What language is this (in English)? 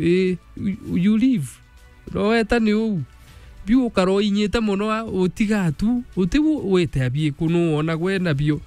Meru